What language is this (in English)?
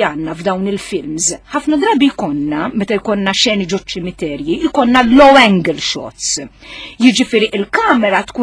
Maltese